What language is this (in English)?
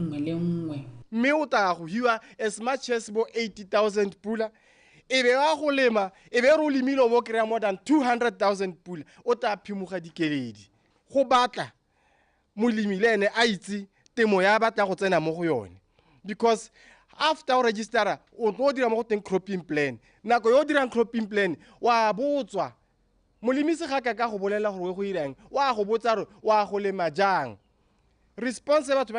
Tswana